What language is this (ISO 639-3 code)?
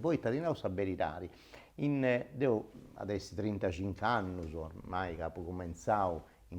srd